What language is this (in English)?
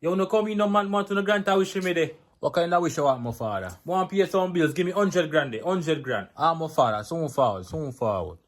Jamaican Creole English